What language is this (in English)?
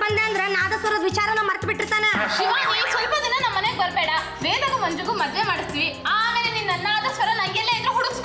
Kannada